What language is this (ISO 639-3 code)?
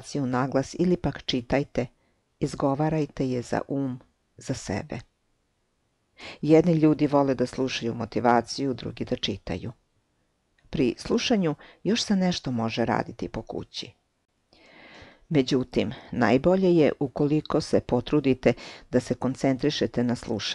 srp